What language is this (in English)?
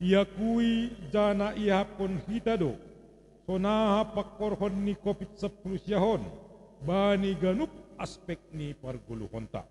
Batak Simalungun